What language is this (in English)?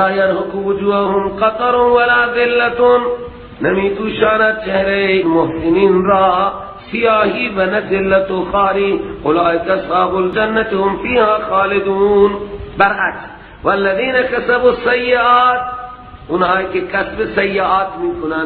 Persian